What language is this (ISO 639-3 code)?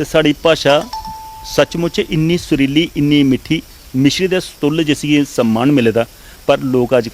doi